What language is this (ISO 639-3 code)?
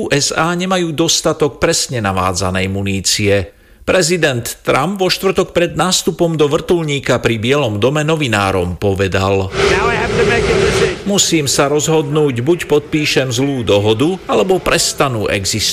slk